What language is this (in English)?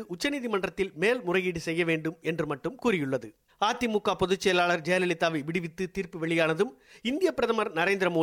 Tamil